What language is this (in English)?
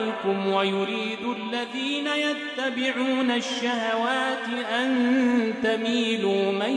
Arabic